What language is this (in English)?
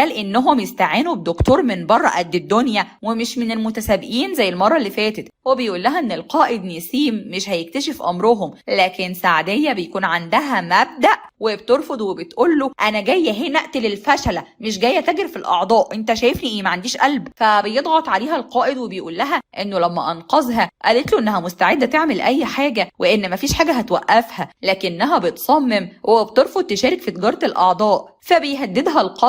Egyptian Arabic